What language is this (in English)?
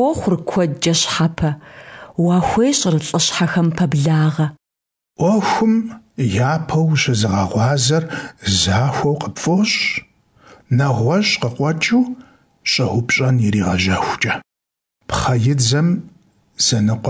Kabardian